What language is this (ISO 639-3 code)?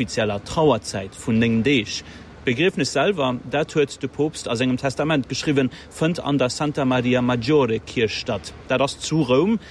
ltz